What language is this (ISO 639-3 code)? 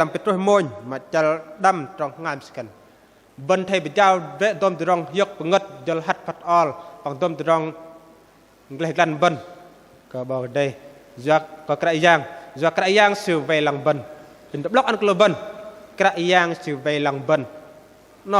bdq